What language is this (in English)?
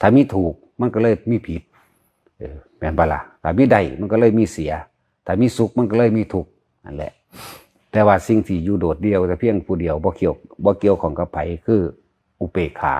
Northeastern Thai